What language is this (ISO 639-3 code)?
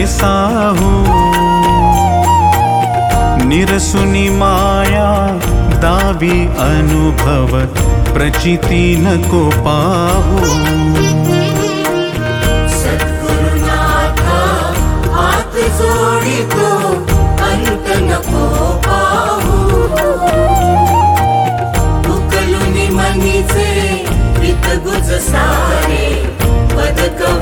mar